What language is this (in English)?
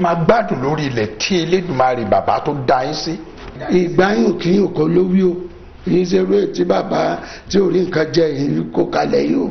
Yoruba